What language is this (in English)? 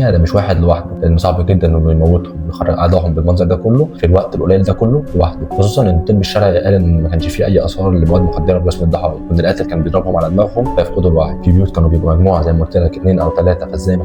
Egyptian Arabic